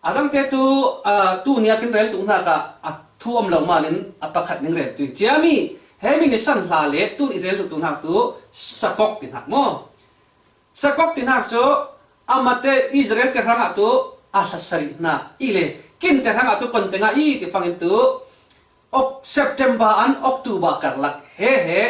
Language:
Falam Chin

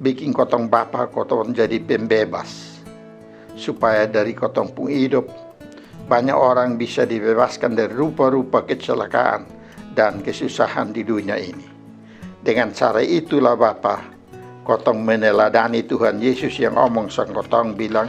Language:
Kupang Malay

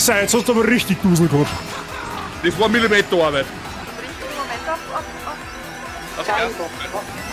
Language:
Bavarian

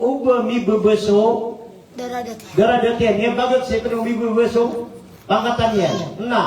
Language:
Maranao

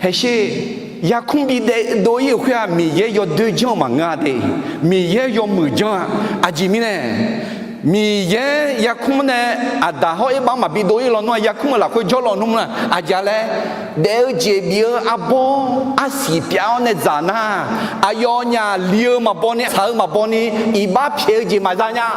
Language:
Akha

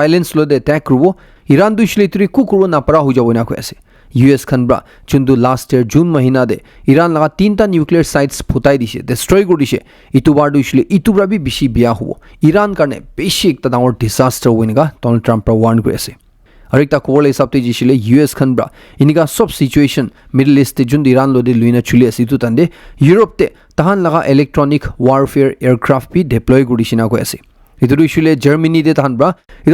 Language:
Naga Pidgin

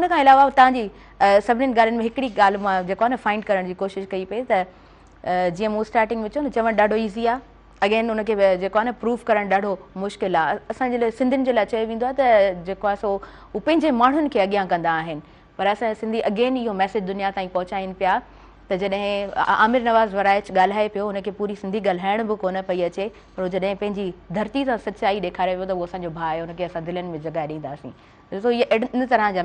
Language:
Sindhi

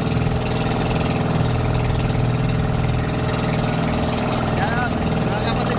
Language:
Filipino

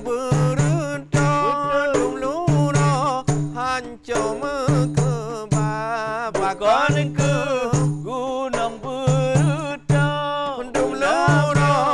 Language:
Achinese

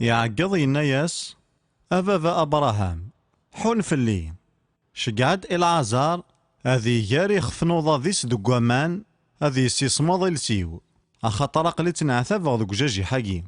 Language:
Kabyle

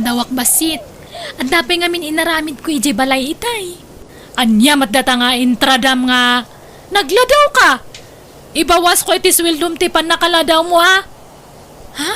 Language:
Iloko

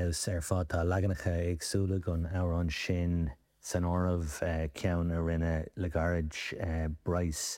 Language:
Irish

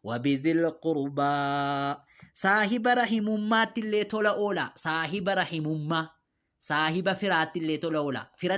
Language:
Oromo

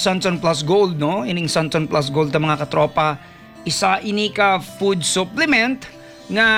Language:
Hiligaynon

